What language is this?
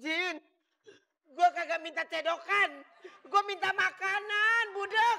Betawi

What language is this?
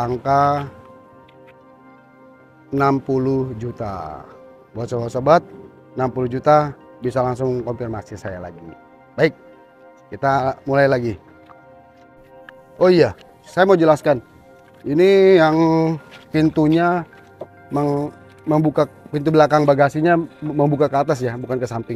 Indonesian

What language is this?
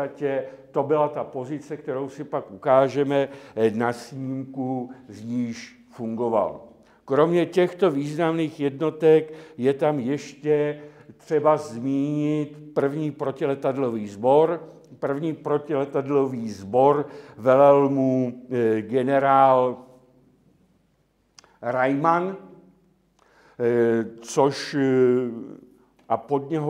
Czech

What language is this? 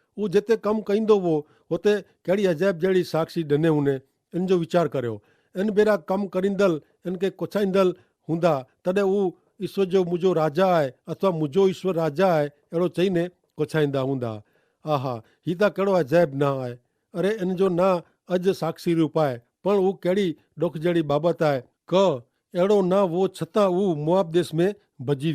Kachhi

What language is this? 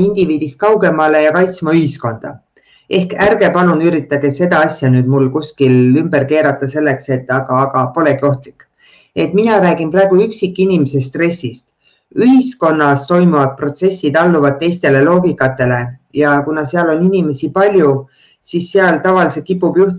Estonian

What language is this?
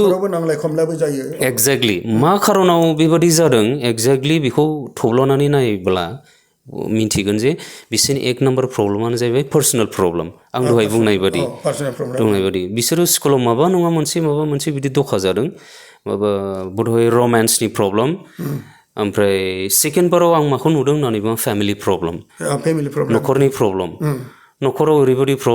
Bodo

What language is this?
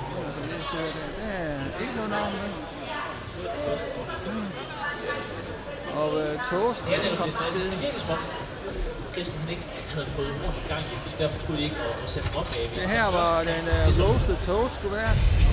Danish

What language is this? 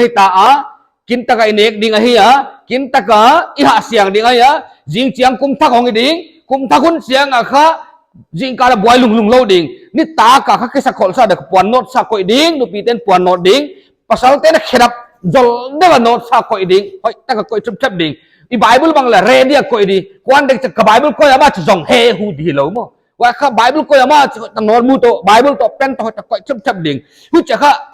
Paite Chin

